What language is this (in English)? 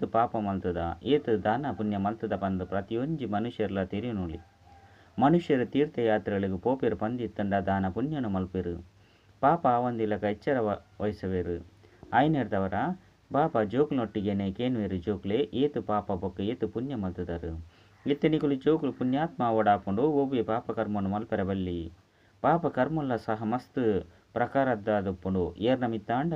Tulu